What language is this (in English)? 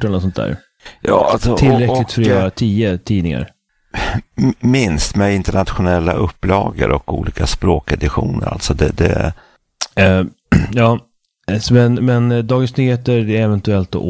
Swedish